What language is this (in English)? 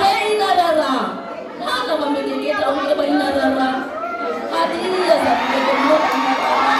Nias